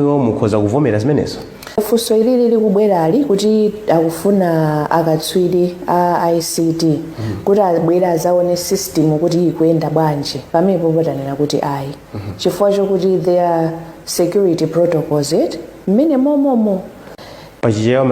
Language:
Nyanja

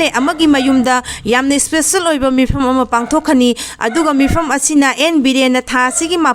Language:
Manipuri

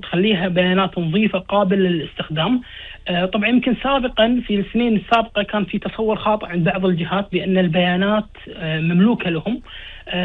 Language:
Gulf Arabic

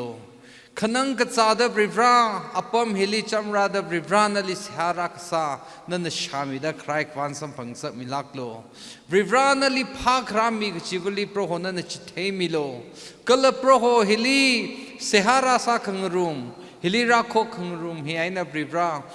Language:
Tangkhul Naga (India)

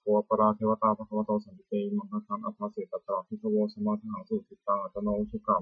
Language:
Pali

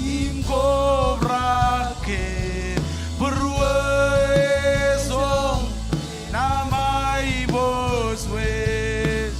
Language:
Marshallese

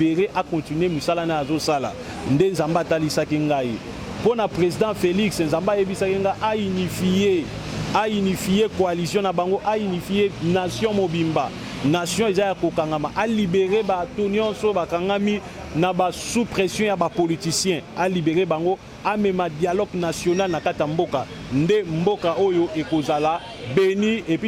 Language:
Lingala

